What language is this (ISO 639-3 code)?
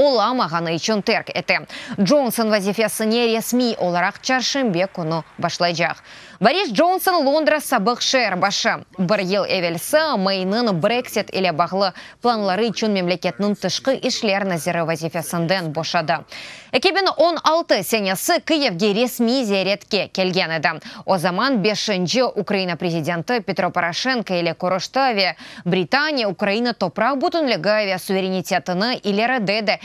crh